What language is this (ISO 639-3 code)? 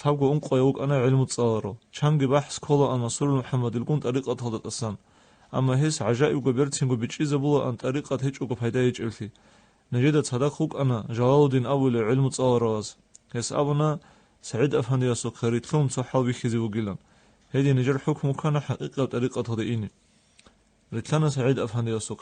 ava